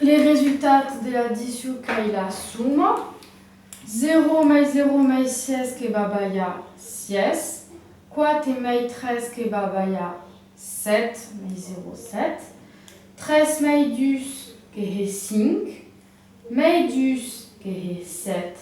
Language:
Occitan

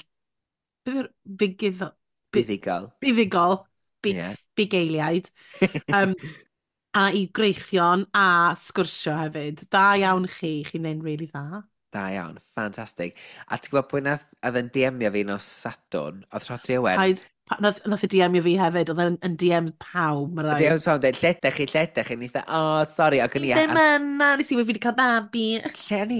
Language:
Welsh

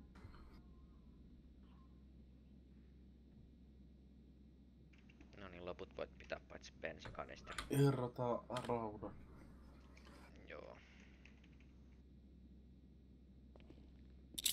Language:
Finnish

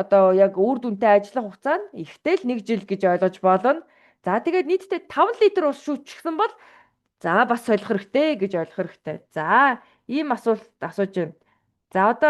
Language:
Mongolian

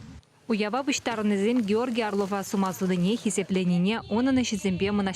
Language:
Chuvash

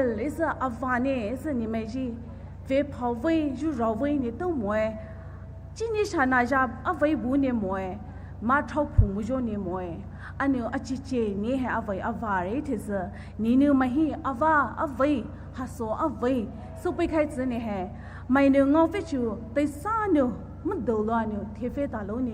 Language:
Poumei Naga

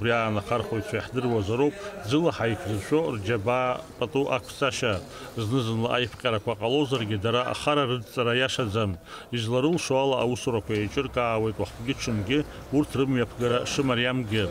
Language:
Abkhazian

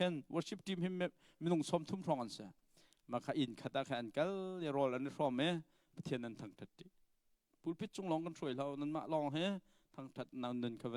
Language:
Hakha Chin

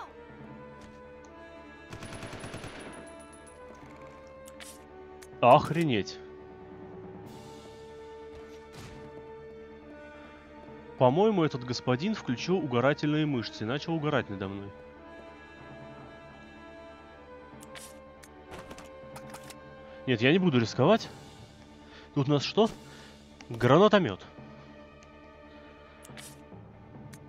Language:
Russian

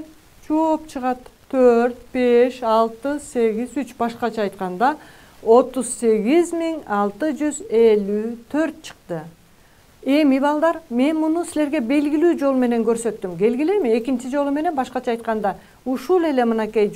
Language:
Kyrgyz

